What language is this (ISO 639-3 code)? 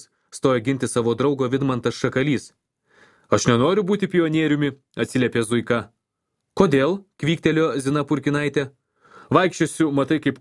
lit